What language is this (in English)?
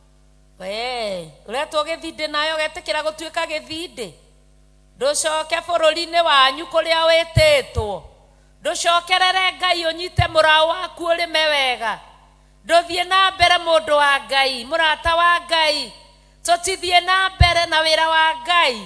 Kikuyu